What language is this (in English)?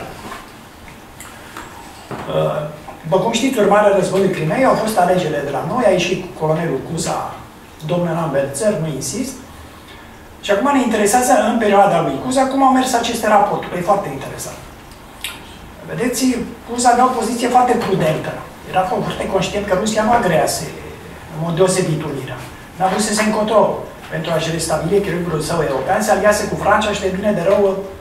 Romanian